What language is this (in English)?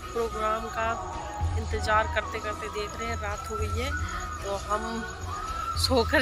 Hindi